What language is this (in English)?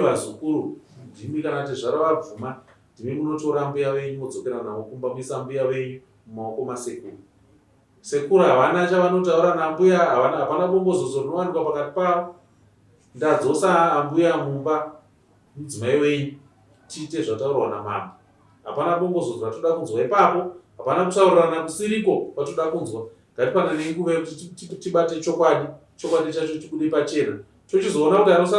Shona